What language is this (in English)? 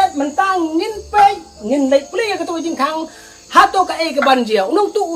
Khasi